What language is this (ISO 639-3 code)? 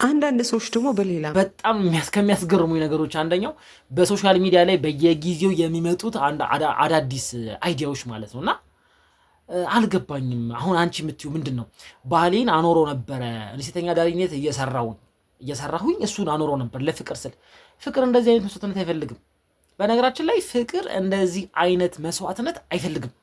amh